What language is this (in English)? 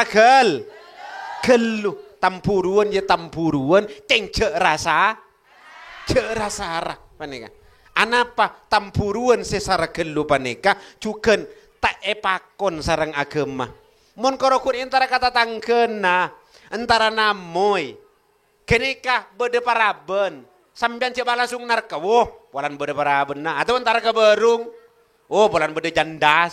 Madurese